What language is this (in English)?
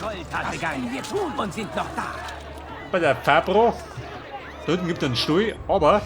Bavarian